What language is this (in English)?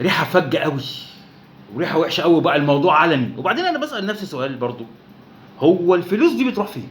Egyptian Arabic